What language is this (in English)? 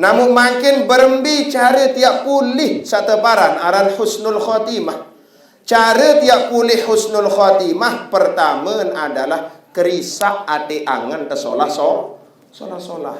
Sasak